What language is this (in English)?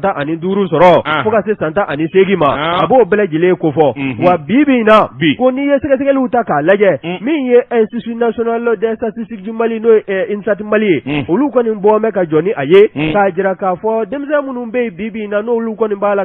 Bambara